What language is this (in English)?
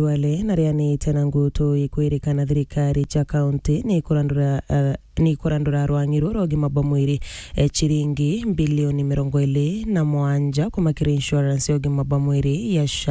Meru